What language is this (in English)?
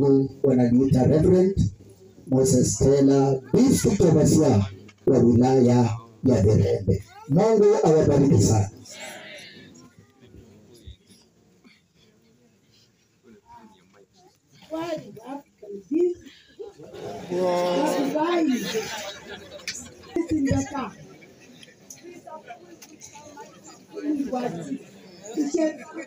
Swahili